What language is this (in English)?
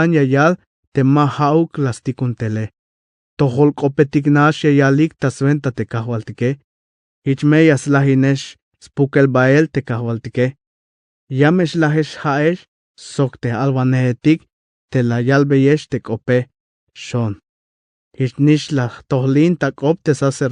Tzeltal